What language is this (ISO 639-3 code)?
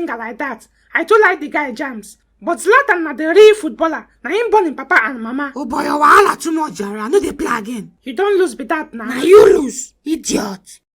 pcm